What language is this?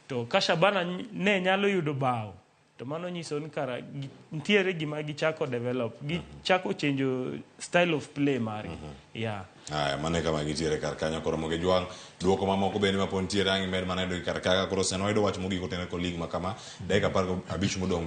Luo (Kenya and Tanzania)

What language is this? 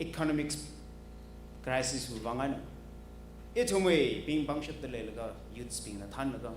Tangkhul Naga (India)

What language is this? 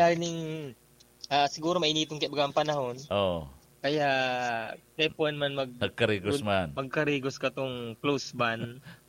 Bikol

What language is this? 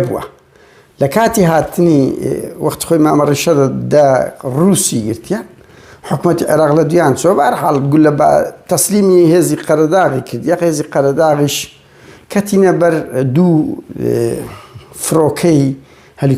Central Kurdish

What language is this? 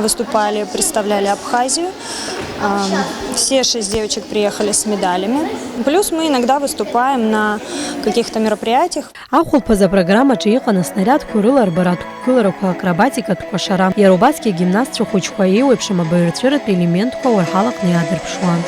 Abkhazian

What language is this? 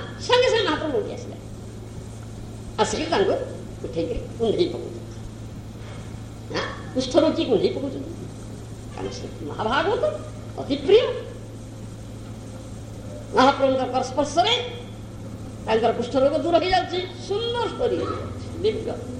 Odia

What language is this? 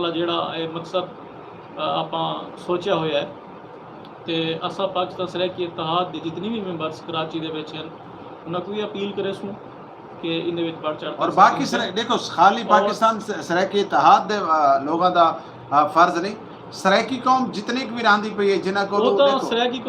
Saraiki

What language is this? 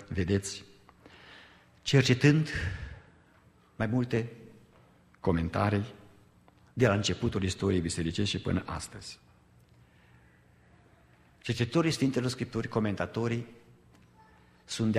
Romanian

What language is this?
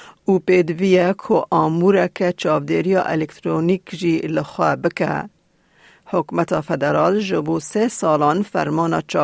Kurdish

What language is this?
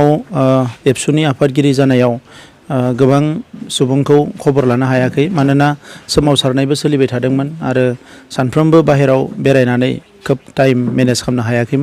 Bodo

